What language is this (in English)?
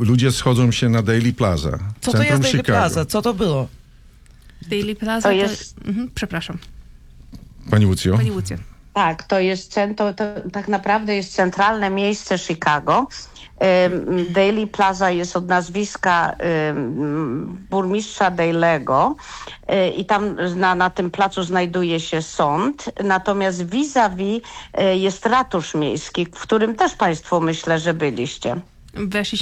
Polish